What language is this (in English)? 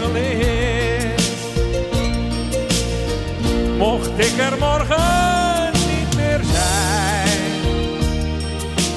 Dutch